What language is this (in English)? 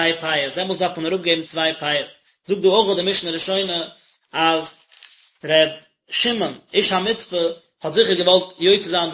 Yiddish